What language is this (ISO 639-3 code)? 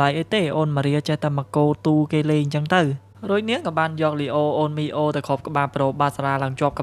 khm